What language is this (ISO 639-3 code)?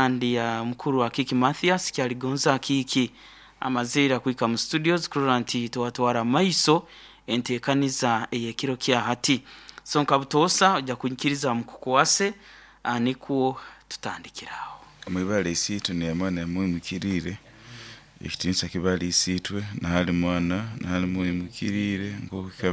nyo